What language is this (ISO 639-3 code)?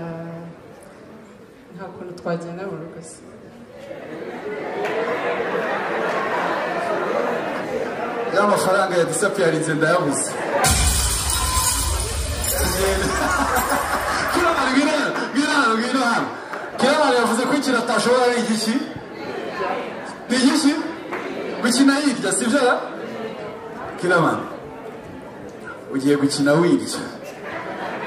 kin